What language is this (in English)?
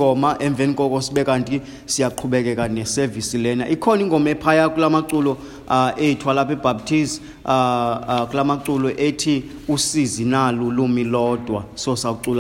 Xhosa